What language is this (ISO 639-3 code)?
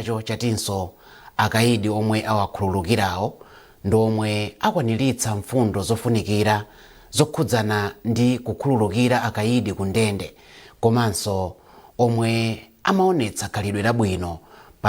nya